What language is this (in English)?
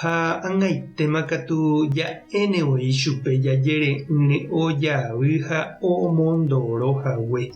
Guarani